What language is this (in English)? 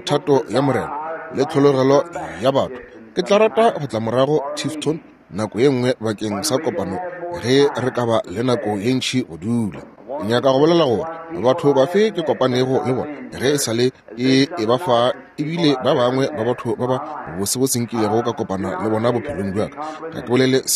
Northern Sotho